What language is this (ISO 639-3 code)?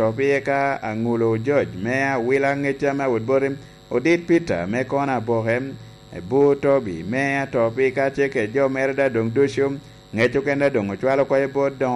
laj